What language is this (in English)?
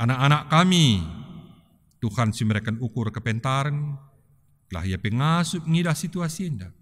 Batak Karo